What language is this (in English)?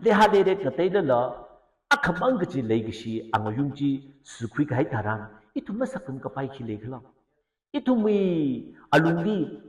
Tangkhul Naga (India)